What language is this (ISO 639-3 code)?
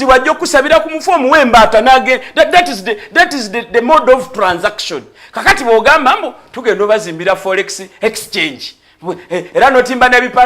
lug